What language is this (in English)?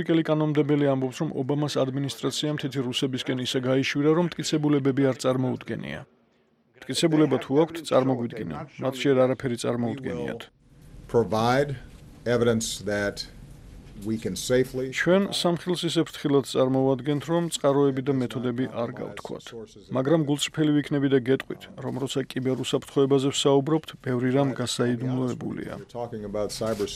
Georgian